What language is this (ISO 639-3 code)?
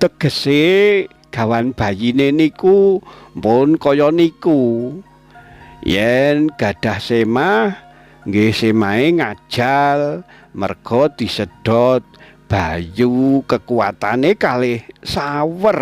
jav